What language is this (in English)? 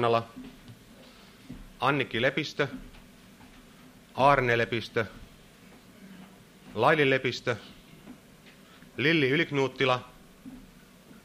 Finnish